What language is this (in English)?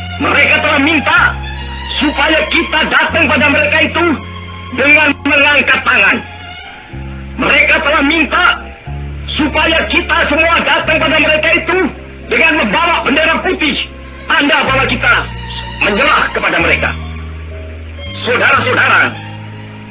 Indonesian